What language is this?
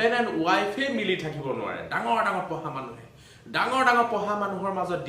Assamese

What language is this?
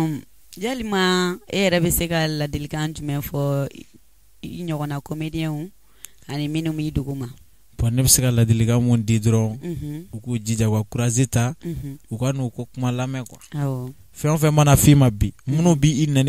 Bambara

